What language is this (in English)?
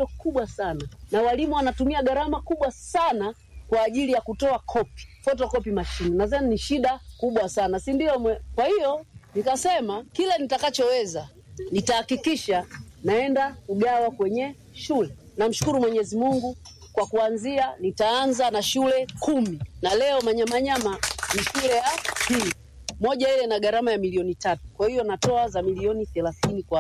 Swahili